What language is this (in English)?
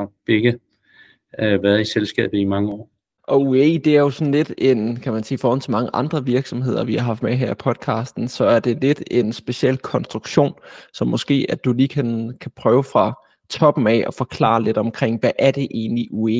Danish